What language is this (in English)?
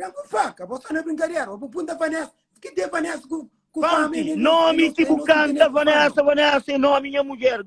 Kabuverdianu